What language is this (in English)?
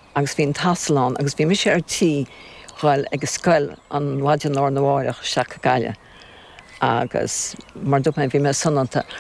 Irish